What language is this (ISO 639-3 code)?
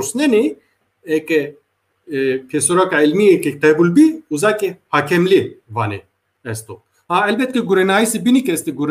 zza